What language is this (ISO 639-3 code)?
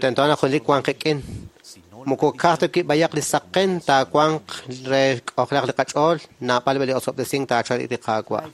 kek